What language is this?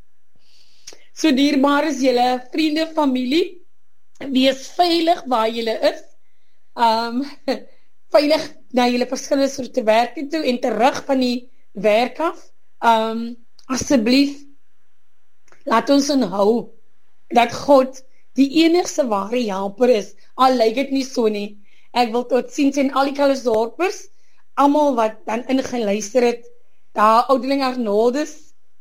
Afrikaans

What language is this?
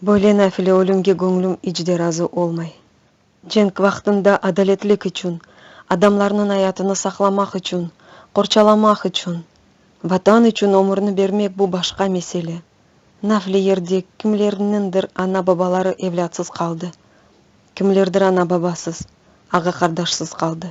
Crimean Tatar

